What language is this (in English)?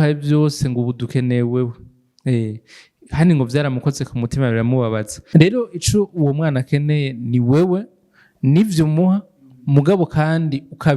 Rundi